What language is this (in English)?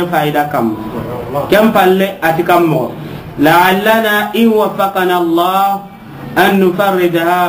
Soninke